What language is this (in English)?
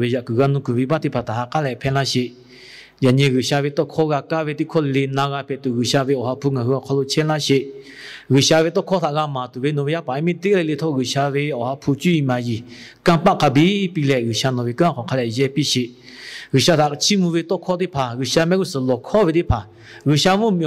Lahu